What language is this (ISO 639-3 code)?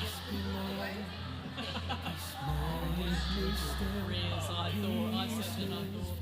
mri